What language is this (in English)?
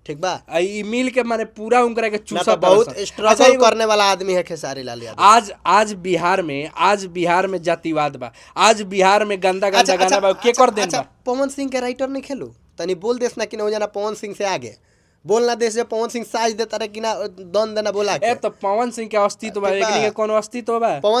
Bhojpuri